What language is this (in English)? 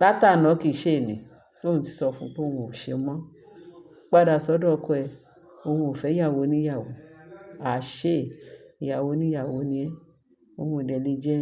Yoruba